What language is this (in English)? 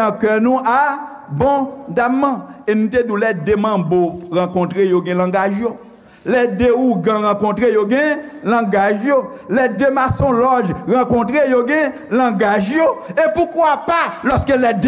Haitian Creole